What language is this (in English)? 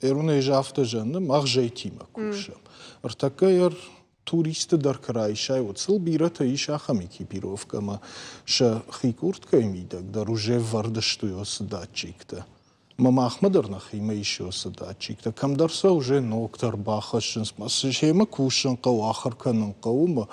Ossetic